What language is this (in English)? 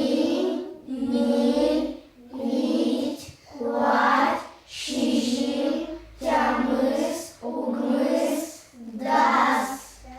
Udmurt